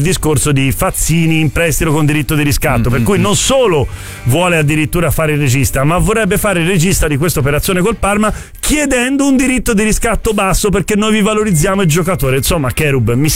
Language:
Italian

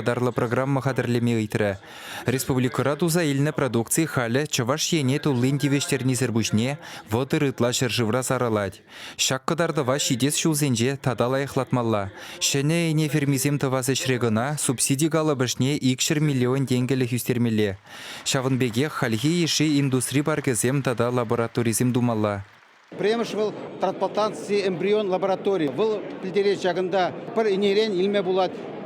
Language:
Chuvash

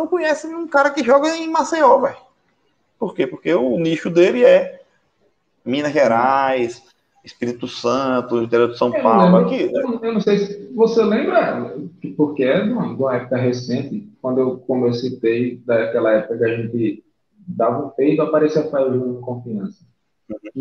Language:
Portuguese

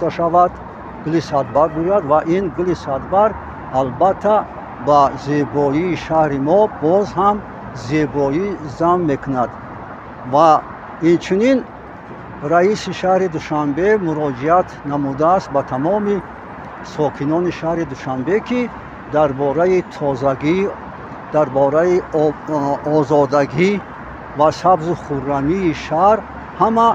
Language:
Tajik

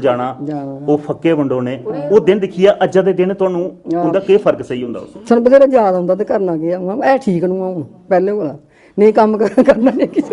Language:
Dogri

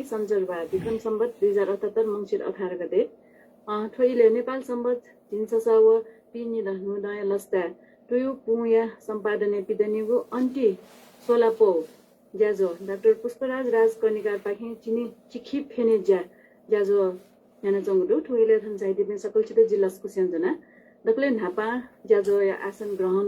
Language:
Newari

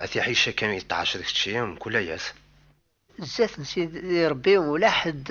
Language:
Kabyle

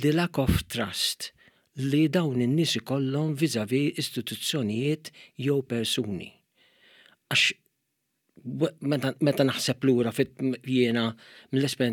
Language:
Maltese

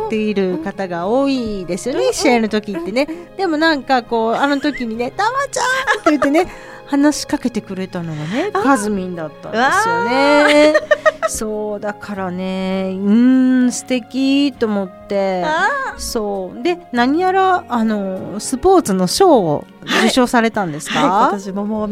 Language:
Japanese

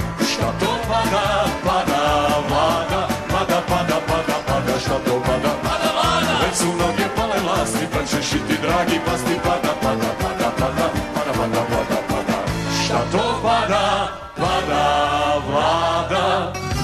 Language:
Serbian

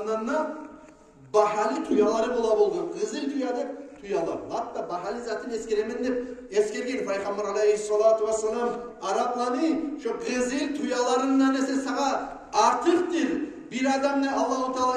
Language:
Kumyk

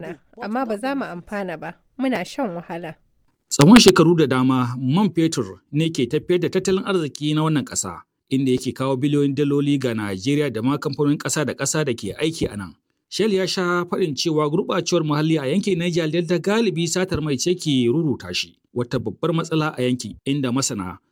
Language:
Hausa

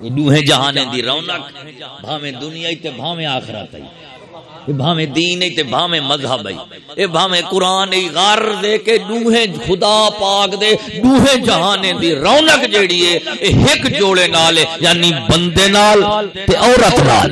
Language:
Saraiki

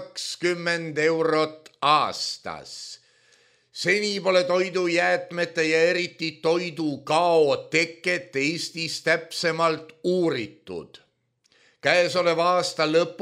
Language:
Estonian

